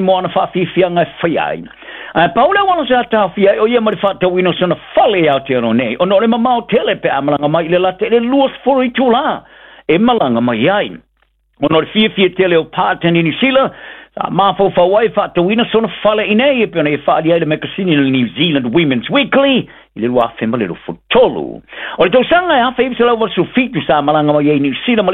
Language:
Samoan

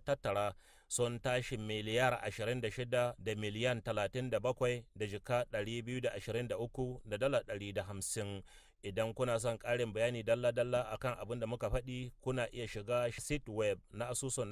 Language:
Hausa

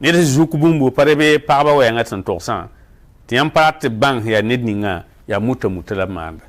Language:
Mossi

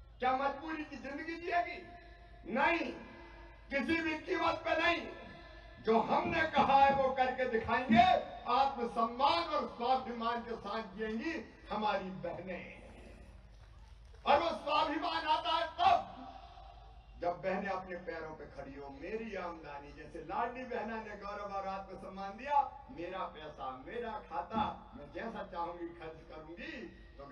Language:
Hindi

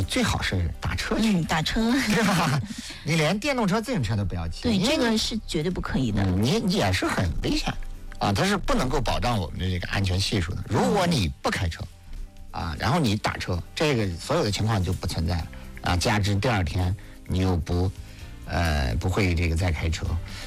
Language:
Chinese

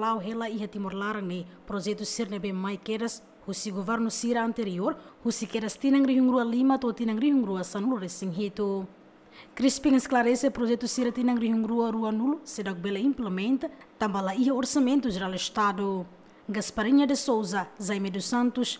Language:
Tetum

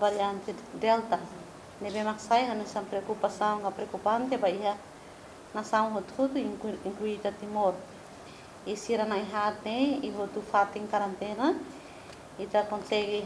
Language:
Tetum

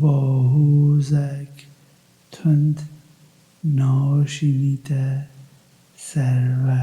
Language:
Kurdish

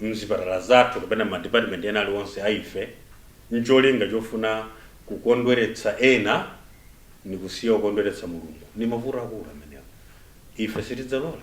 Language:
Nyanja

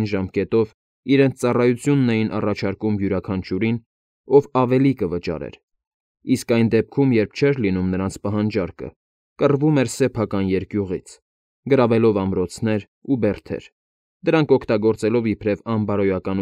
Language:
Armenian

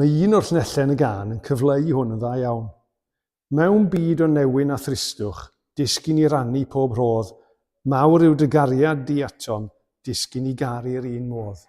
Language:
Welsh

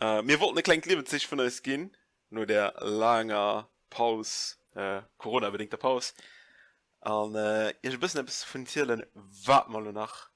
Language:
Luxembourgish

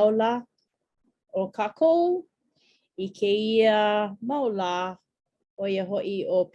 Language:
Hawaiian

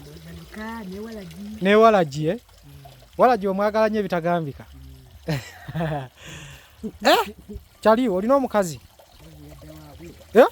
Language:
Ganda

